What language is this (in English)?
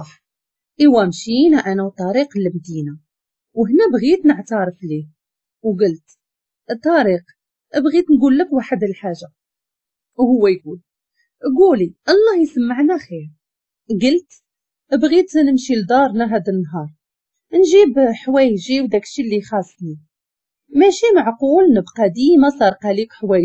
Moroccan Arabic